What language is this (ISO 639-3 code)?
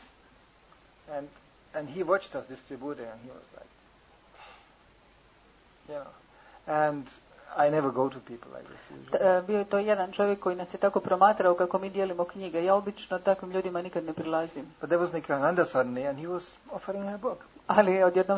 hrv